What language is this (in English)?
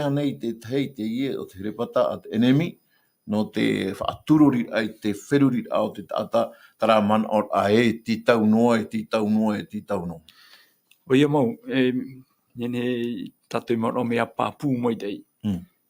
Tahitian